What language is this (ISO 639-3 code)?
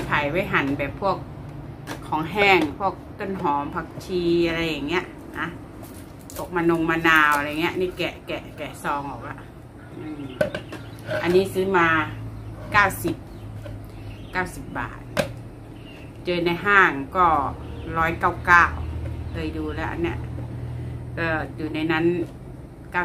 tha